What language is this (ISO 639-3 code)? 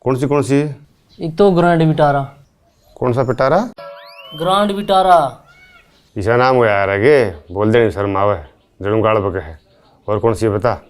bgc